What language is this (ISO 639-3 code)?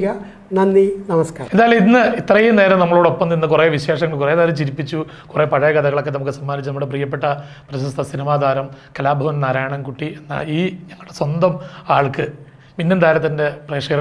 mal